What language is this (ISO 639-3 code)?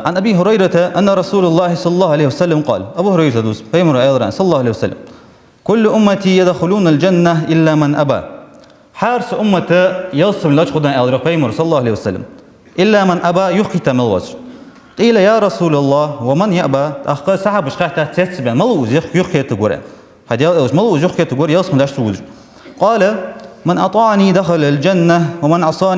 inh